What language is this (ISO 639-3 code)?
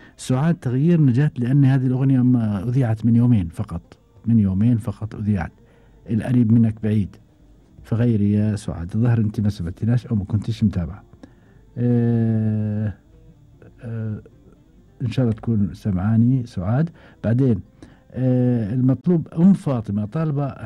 afb